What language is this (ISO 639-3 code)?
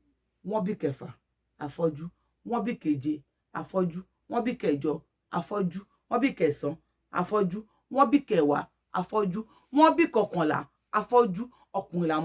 yor